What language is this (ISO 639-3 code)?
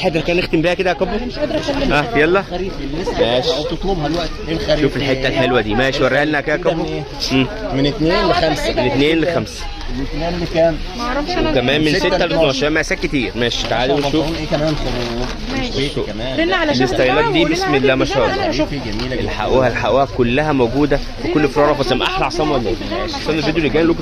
arz